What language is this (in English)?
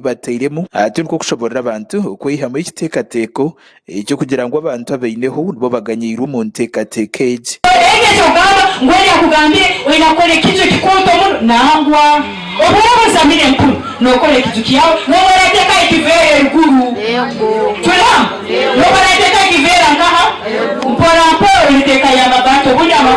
Nyankole